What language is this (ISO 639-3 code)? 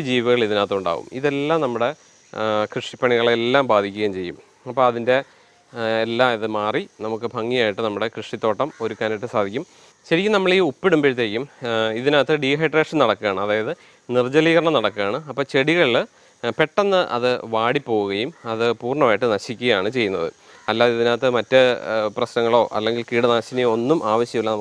mal